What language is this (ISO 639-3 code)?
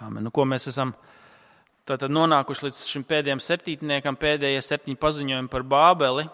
lav